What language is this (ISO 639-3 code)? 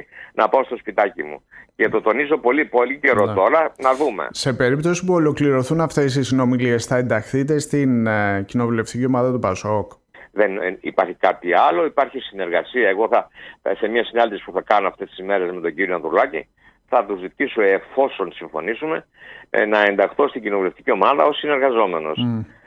ell